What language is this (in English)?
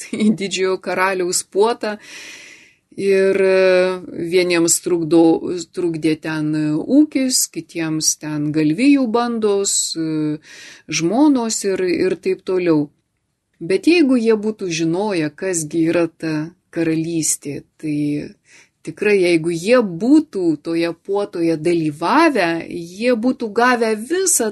Lithuanian